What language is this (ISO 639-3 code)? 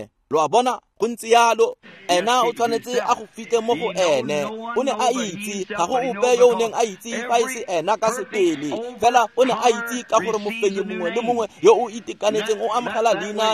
tsn